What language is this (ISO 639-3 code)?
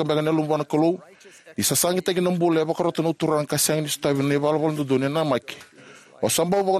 fij